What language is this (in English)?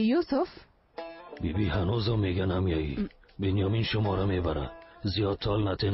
Persian